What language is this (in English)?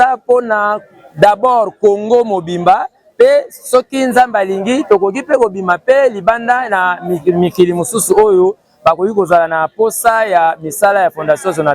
Lingala